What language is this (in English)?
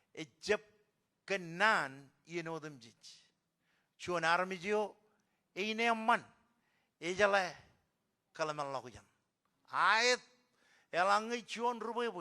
Marshallese